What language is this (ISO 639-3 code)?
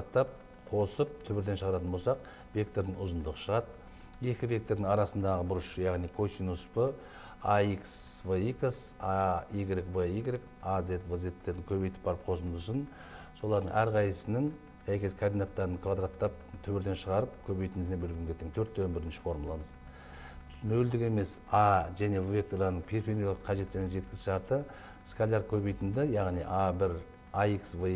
kaz